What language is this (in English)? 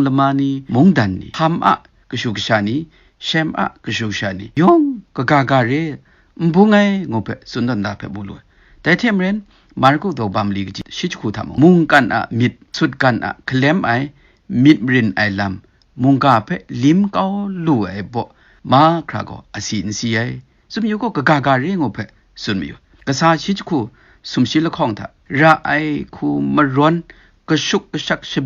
Kachin